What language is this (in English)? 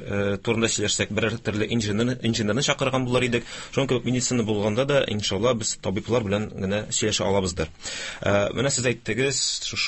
Tatar